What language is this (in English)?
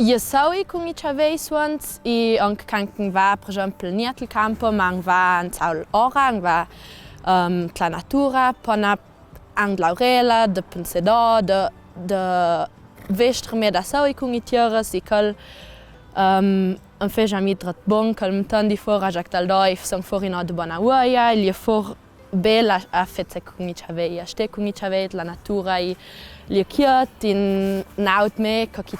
Ladin